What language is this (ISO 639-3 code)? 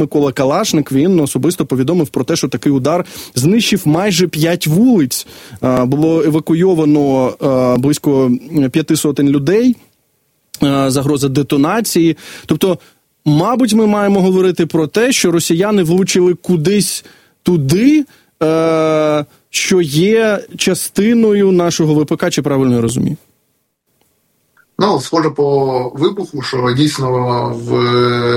ukr